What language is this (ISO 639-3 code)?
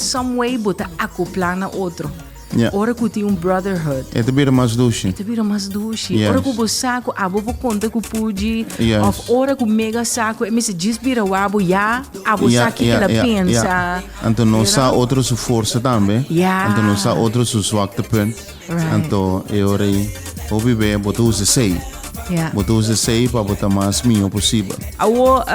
pap